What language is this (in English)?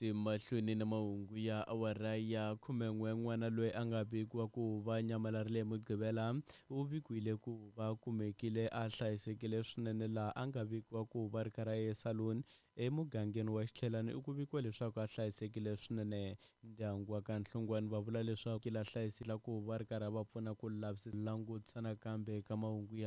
Tsonga